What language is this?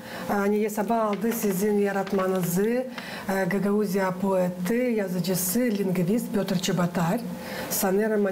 Gagauz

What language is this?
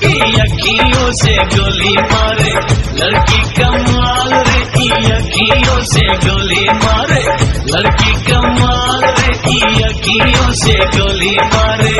Saraiki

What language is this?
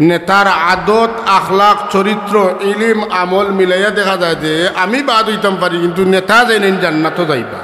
Sylheti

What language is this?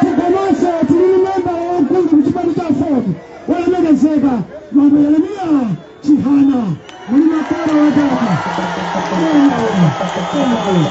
Nyanja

